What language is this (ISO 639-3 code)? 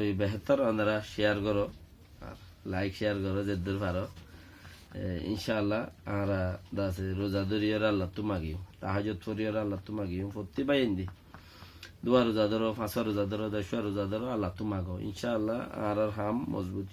rhg